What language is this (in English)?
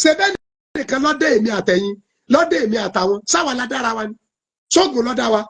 Yoruba